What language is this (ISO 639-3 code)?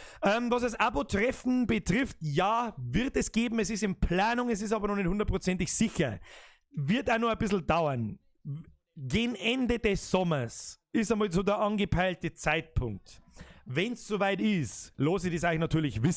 bar